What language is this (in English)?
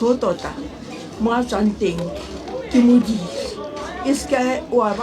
Northern Sotho